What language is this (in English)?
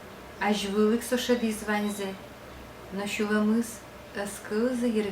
Udmurt